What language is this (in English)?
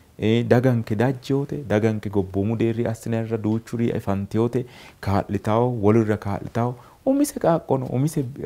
Sidamo